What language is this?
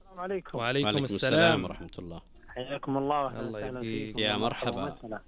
Najdi Arabic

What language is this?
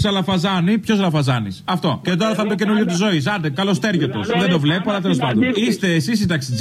Greek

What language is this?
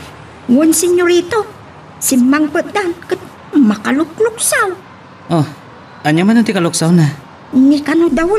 Iloko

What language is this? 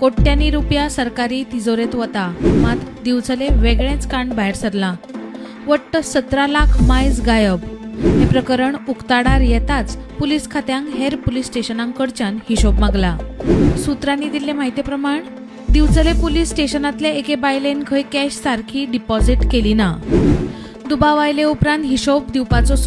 Konkani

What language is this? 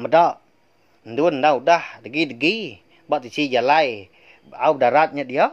Iban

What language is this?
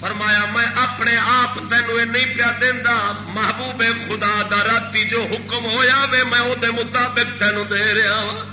Saraiki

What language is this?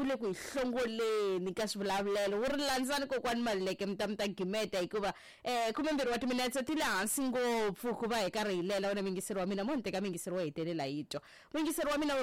Tsonga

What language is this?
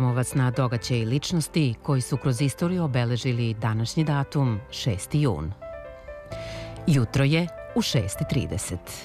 Serbian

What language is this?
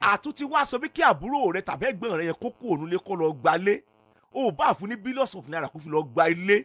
Yoruba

